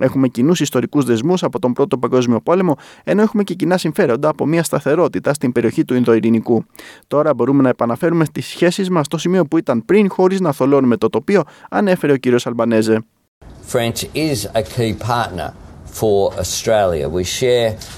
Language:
Greek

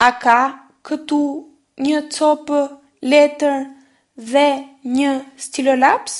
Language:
Albanian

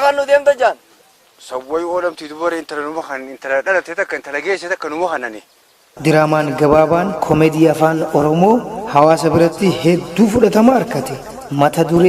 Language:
Oromo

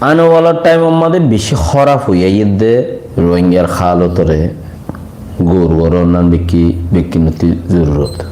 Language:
Rohingya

